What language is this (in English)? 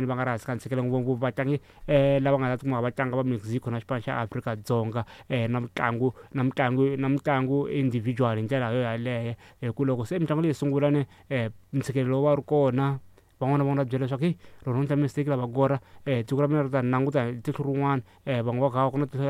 Tsonga